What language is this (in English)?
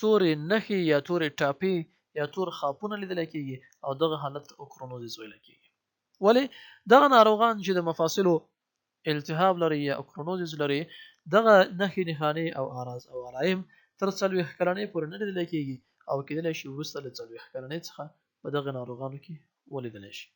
Pashto